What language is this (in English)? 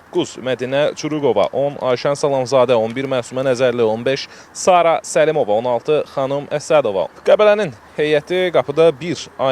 Azerbaijani